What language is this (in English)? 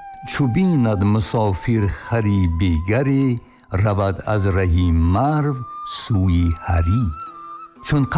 Tajik